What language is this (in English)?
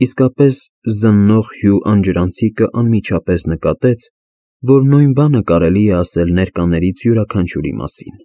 Armenian